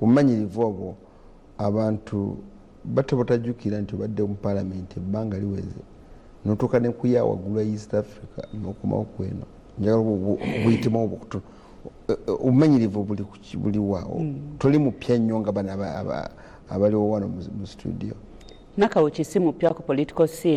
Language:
Ganda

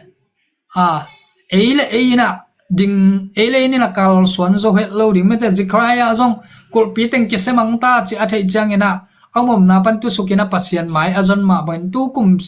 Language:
Tedim Chin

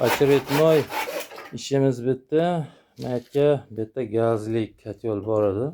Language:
Uzbek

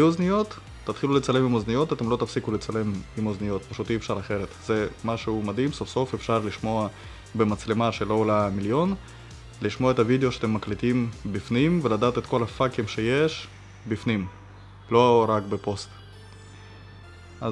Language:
Hebrew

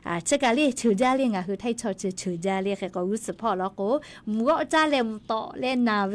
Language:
Lahu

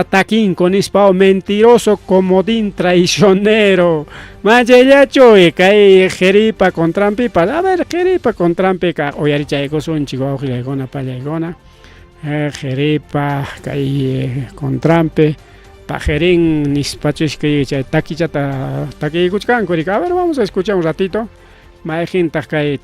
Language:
Ayacucho Quechua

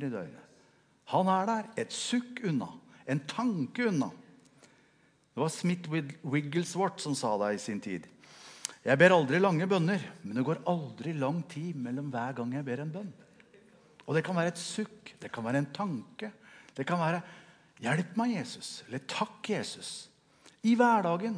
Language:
Norwegian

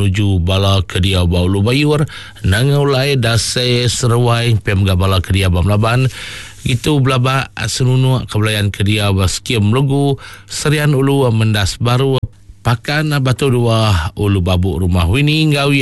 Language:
Iban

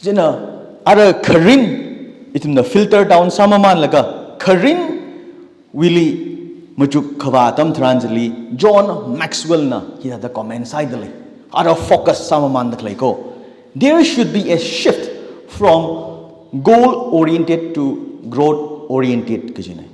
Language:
Tangkhul Naga (India)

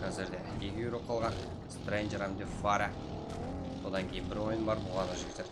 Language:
Kara-Kalpak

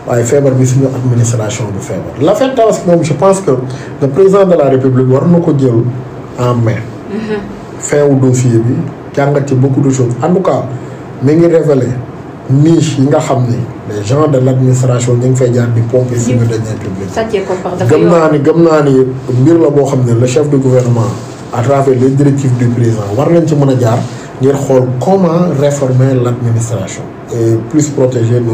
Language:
Wolof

